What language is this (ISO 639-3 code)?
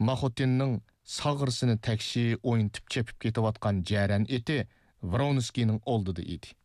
uig